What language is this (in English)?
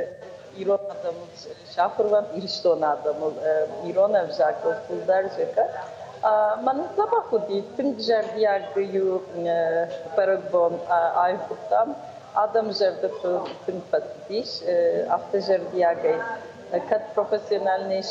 Ossetic